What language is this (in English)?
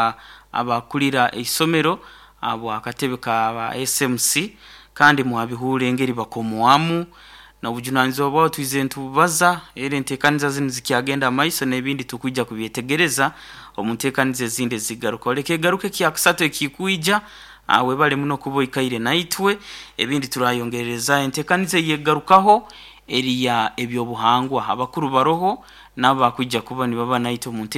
Nyoro